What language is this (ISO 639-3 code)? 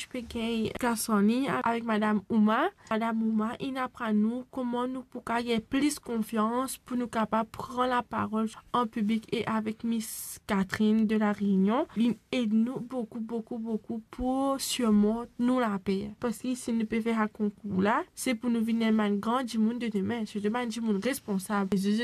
mfe